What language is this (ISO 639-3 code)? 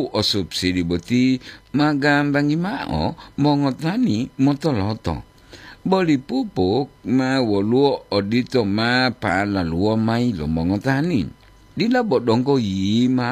gor